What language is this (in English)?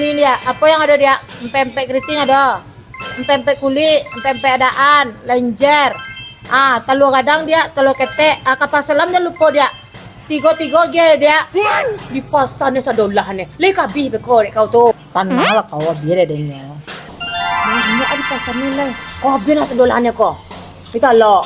Minangkabau